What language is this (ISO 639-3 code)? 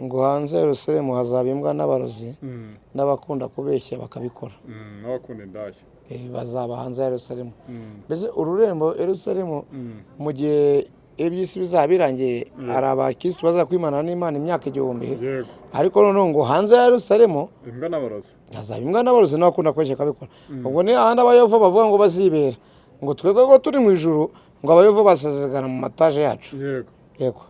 kin